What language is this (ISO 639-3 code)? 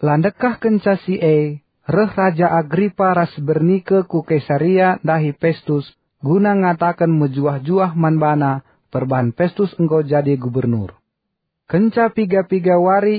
btx